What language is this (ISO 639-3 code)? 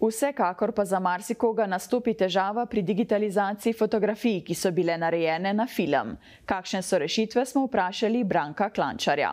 slv